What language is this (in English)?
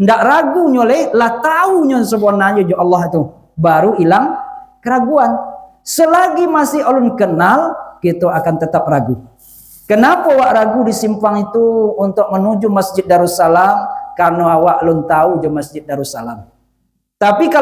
Minangkabau